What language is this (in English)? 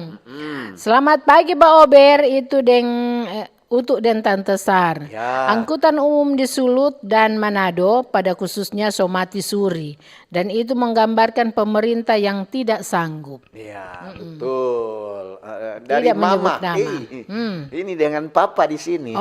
Manado Malay